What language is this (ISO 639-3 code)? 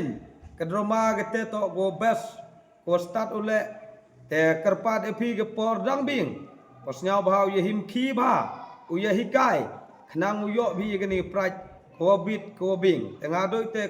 pbv